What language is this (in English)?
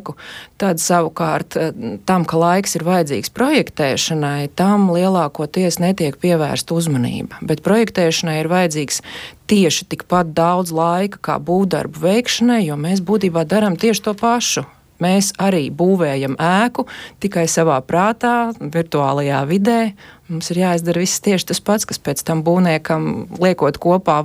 Latvian